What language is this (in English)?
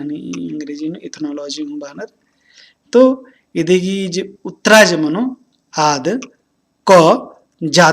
Kurukh